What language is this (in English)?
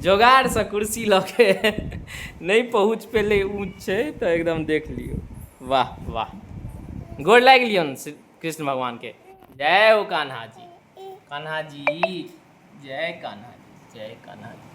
Maithili